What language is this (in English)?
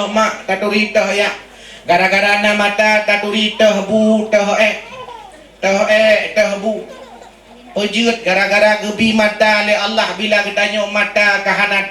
Achinese